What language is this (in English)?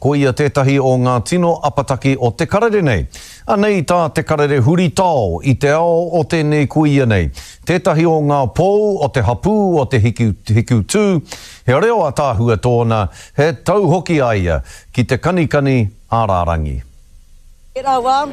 Māori